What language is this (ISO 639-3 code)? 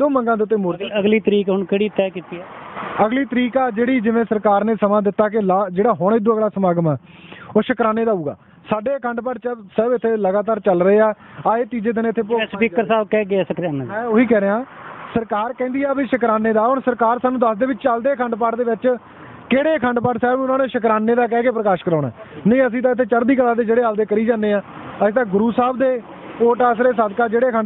pan